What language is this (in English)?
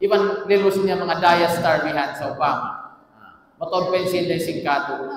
Tausug